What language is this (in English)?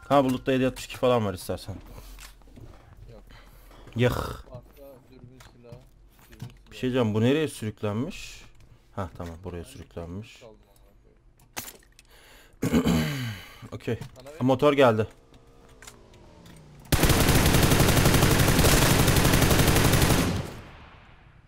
Turkish